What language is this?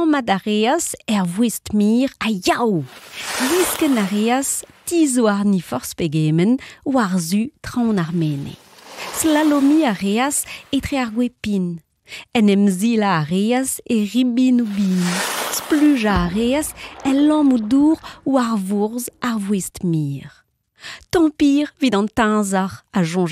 Breton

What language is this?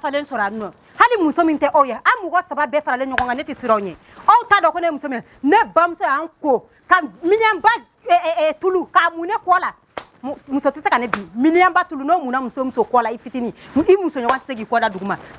Bambara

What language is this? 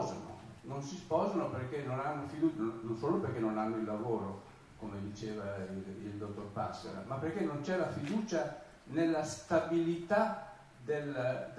Italian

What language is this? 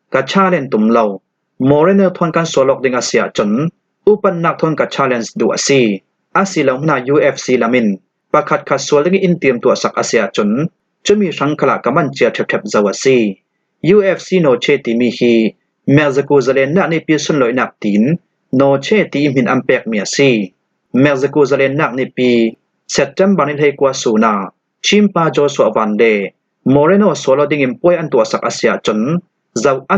Falam Chin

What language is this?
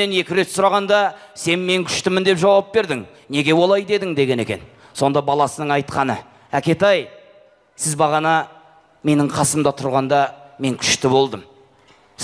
Kazakh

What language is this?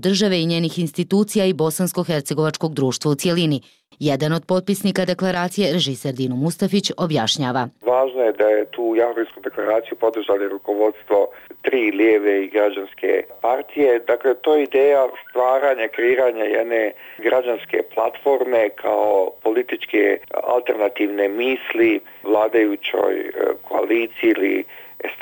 Bosnian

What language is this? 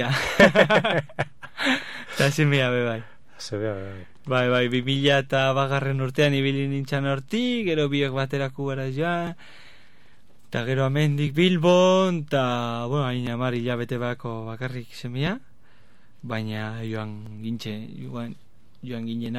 Basque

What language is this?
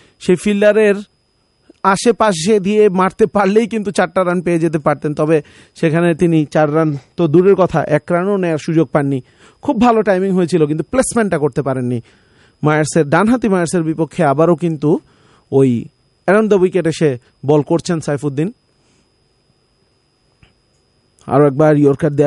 Bangla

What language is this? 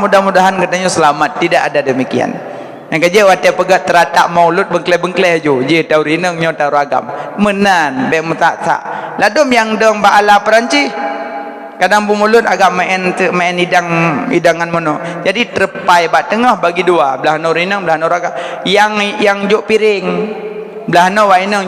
Achinese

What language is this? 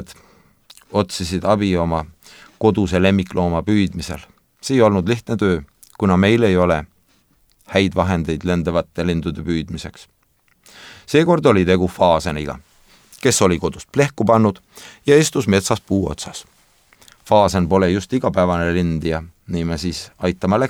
Estonian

